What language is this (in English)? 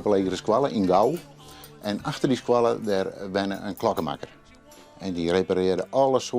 Western Frisian